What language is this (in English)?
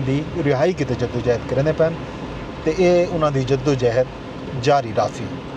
Saraiki